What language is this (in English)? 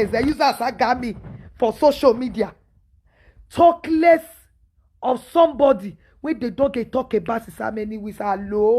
Nigerian Pidgin